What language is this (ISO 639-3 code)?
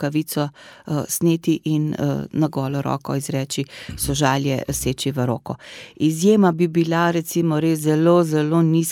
slv